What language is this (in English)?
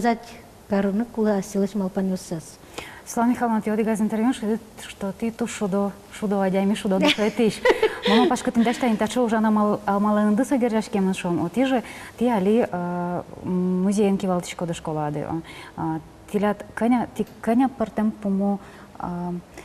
Udmurt